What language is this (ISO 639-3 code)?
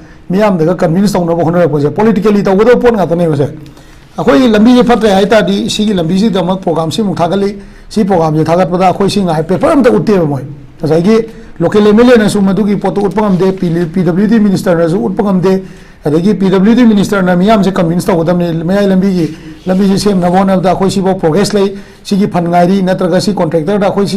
mni